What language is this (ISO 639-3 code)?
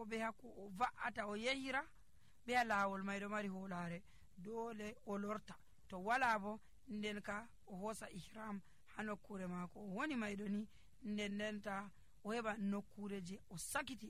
fuv